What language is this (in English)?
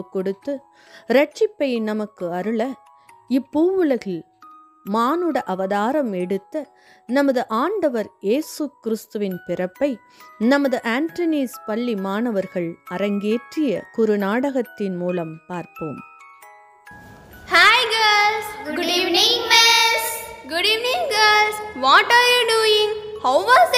Tamil